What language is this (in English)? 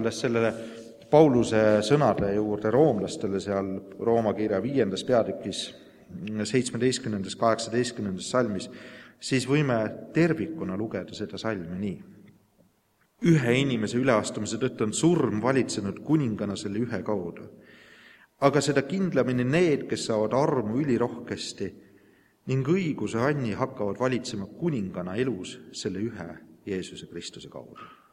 Estonian